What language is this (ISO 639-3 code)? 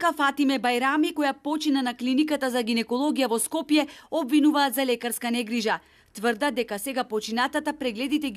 mkd